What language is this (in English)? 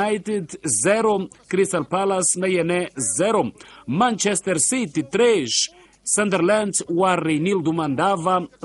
Tsonga